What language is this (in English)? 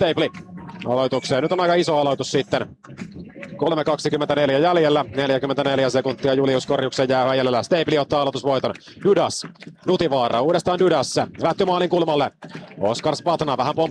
Finnish